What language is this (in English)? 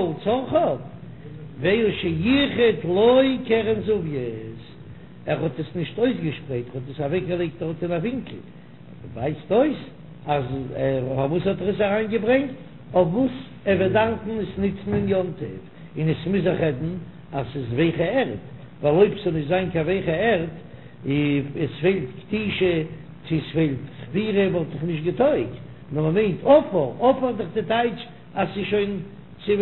Yiddish